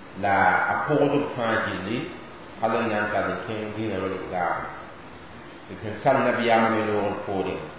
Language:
Mossi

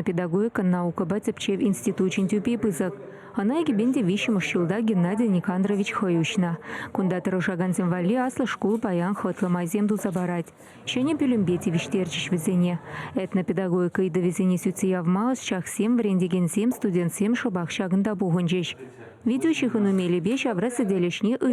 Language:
Chuvash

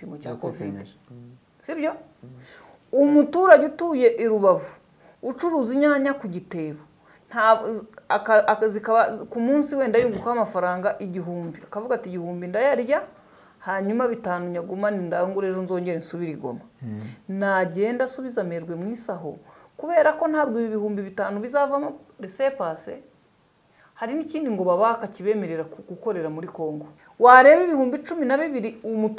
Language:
Kinyarwanda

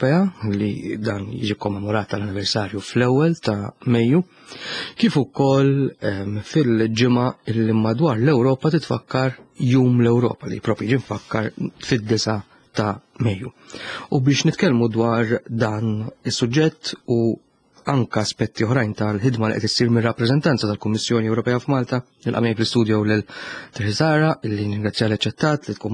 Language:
Maltese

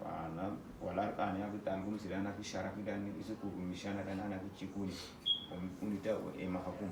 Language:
Uduk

